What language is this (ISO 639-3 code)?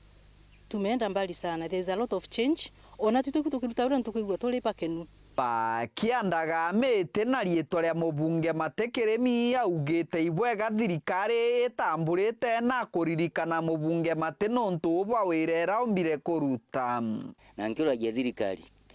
mer